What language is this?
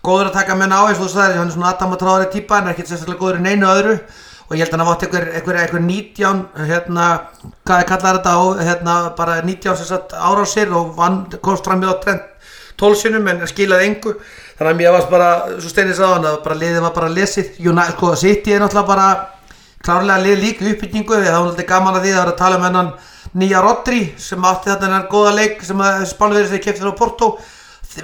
Icelandic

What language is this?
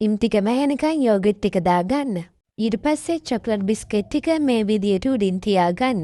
Sinhala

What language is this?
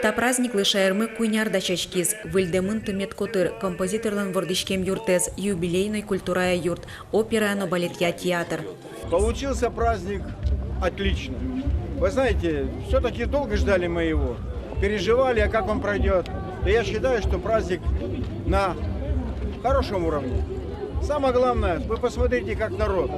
Udmurt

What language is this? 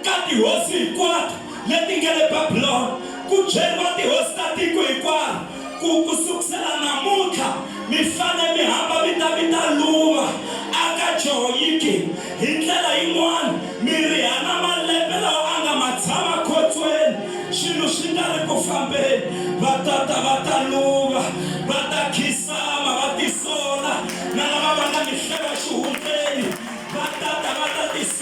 Tsonga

